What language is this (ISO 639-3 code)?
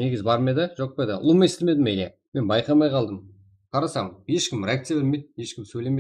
kaa